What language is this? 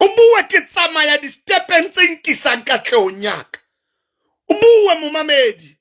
Southern Sotho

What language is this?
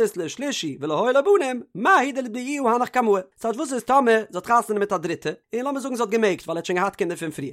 Yiddish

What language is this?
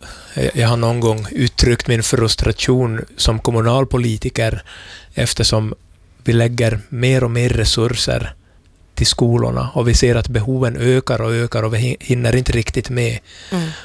Swedish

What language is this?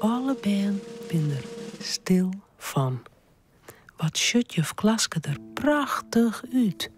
Western Frisian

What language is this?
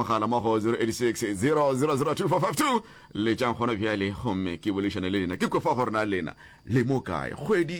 Northern Sotho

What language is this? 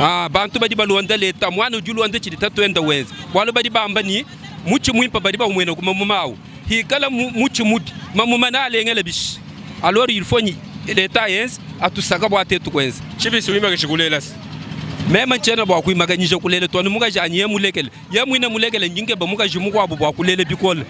Luba-Lulua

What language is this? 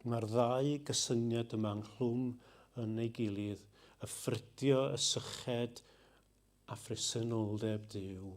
Welsh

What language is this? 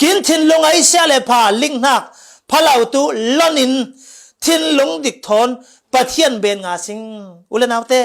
Falam Chin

